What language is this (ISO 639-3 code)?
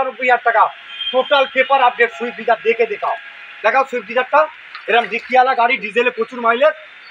ben